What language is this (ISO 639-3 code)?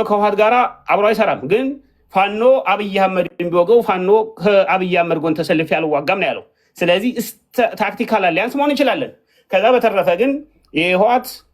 amh